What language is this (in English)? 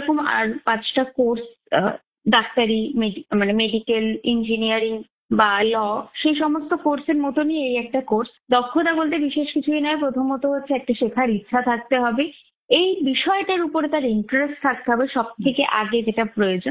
Bangla